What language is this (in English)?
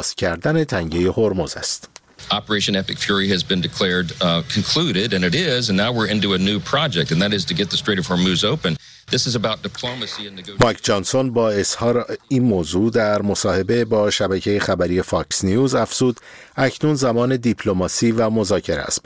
Persian